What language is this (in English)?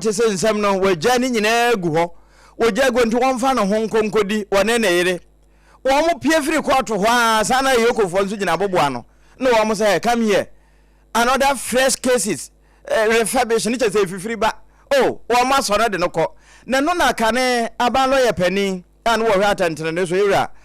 Akan